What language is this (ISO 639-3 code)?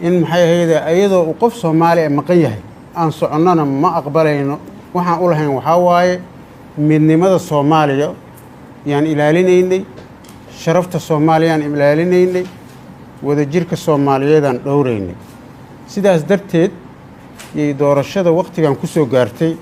som